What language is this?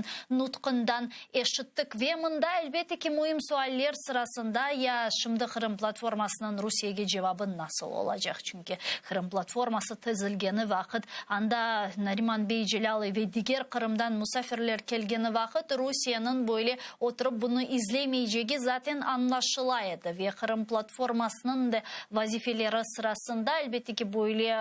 Crimean Tatar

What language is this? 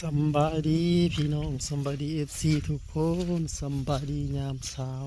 Lao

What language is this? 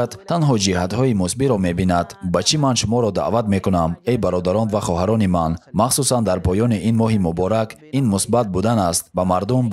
Tajik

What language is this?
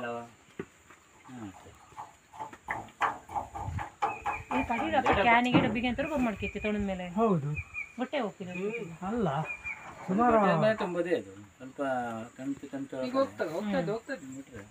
Kannada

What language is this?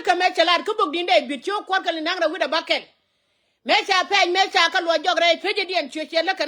Nuer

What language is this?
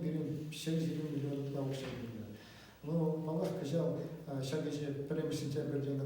Chuvash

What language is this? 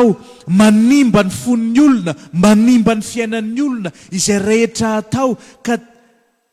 Malagasy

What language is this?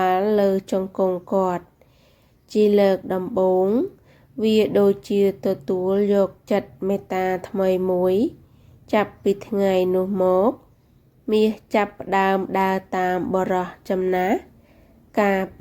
Khmer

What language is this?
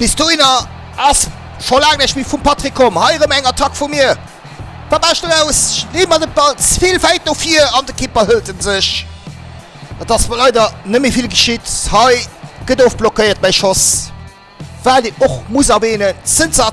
Luxembourgish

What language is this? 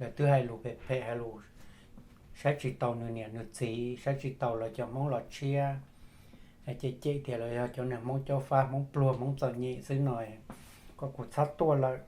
Hmong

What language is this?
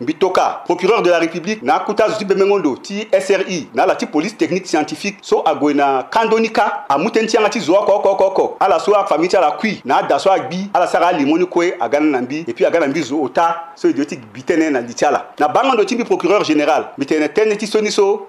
Sango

